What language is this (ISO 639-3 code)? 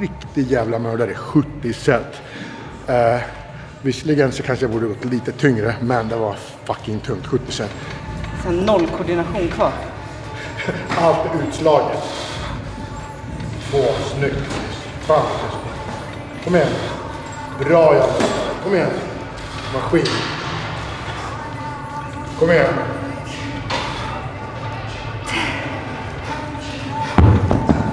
swe